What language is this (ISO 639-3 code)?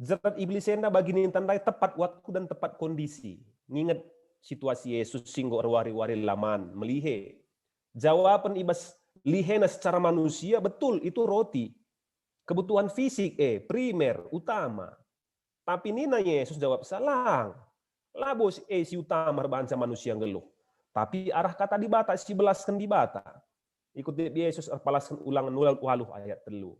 btx